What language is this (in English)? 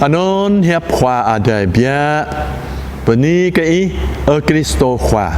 Jarai